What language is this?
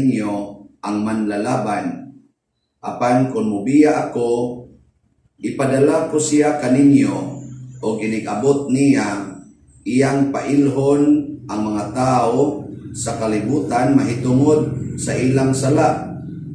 Cebuano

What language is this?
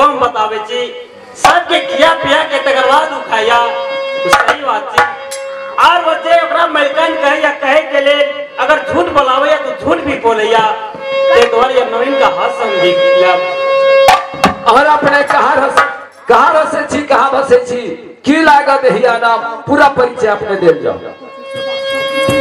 Maithili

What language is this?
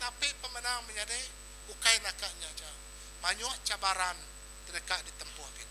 Iban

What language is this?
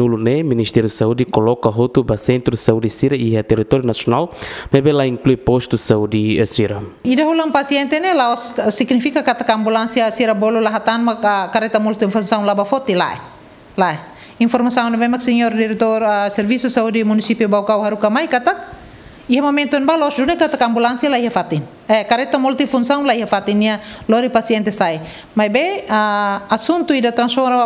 Tetum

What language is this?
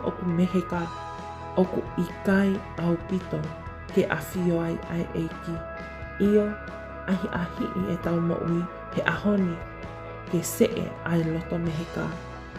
Tongan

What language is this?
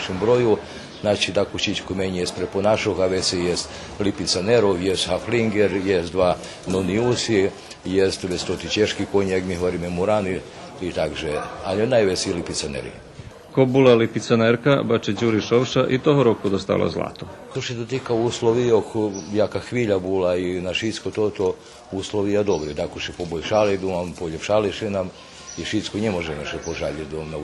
Rusyn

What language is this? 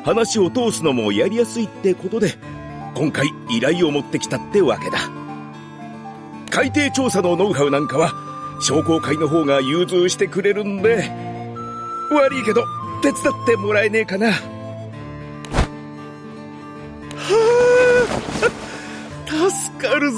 Japanese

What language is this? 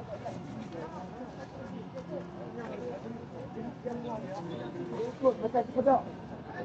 Malay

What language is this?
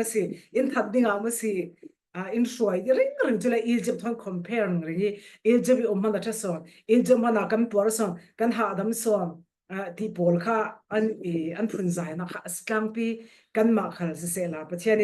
Falam Chin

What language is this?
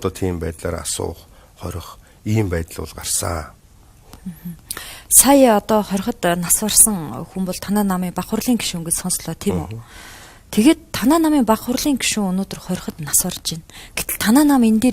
Mongolian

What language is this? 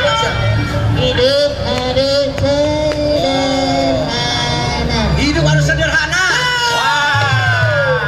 Betawi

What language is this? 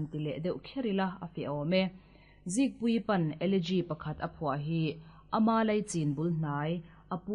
Mizo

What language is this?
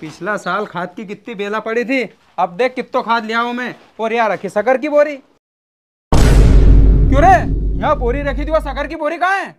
Rajasthani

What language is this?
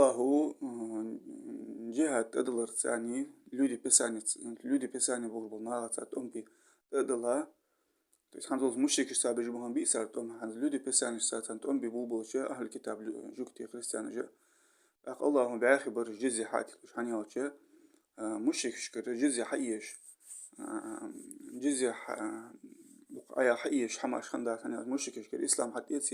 Ingush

